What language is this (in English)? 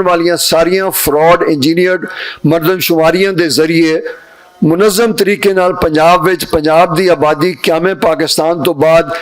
Western Panjabi